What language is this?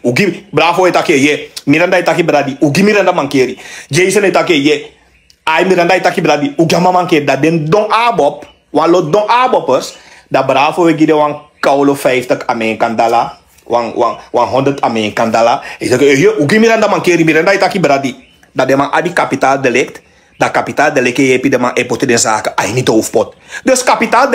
Sranan Tongo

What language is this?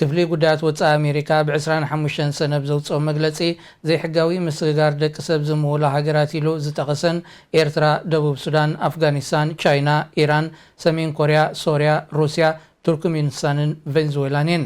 Tigrinya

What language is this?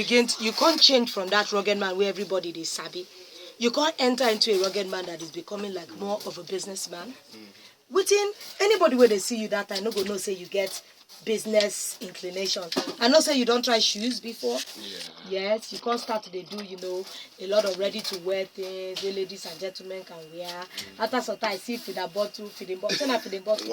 Nigerian Pidgin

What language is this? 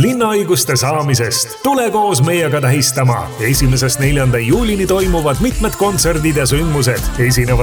Estonian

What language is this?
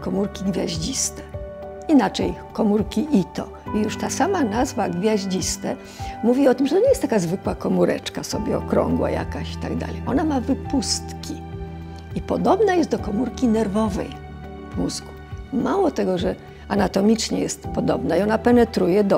Polish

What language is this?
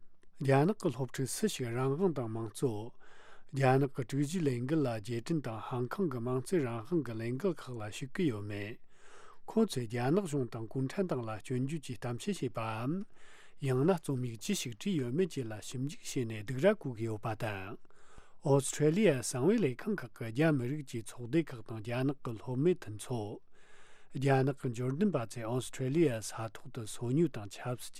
Tibetan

